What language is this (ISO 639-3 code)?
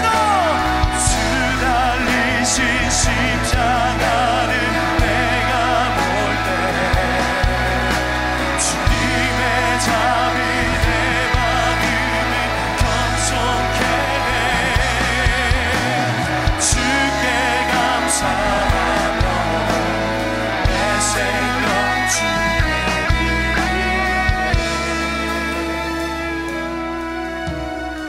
kor